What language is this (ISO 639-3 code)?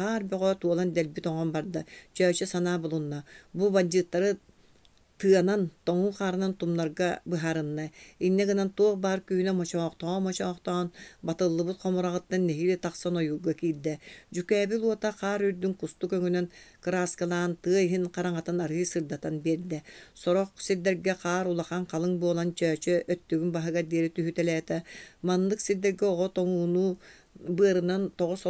sah